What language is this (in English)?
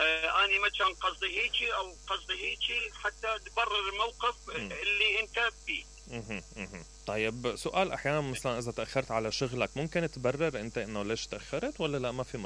Mesopotamian Arabic